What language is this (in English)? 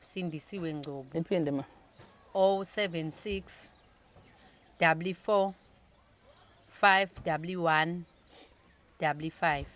Zulu